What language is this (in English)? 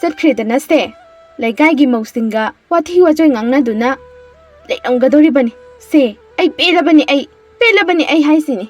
Manipuri